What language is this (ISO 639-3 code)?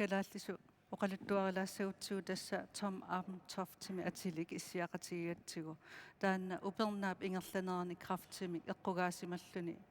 kal